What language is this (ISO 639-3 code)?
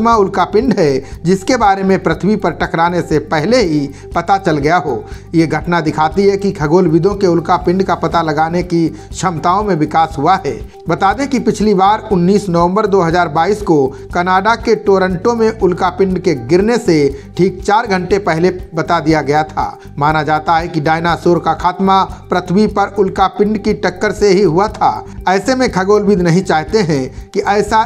hin